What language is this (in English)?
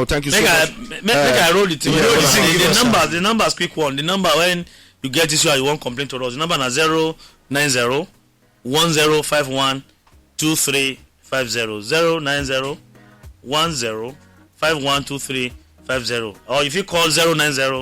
Nigerian Pidgin